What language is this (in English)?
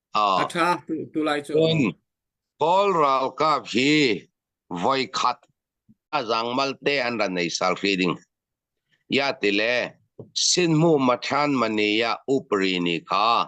Falam Chin